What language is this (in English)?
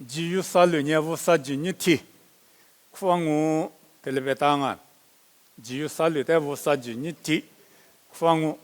Lisu